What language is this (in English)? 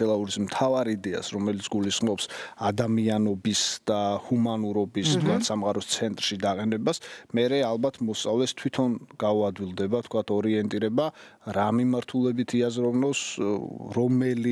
Georgian